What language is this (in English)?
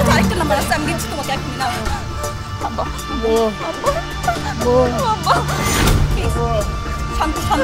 Bangla